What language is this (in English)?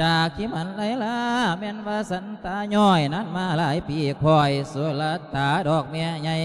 Lao